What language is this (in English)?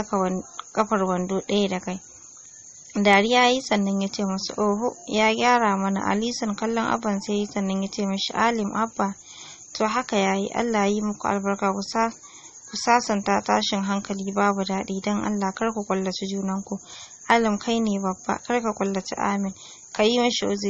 Hausa